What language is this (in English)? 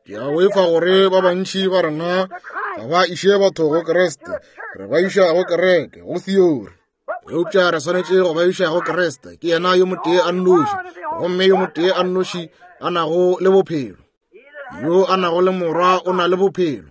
Northern Sotho